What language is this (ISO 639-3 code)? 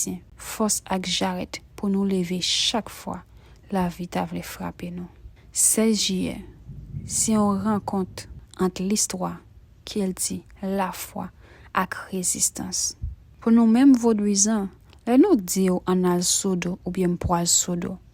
hat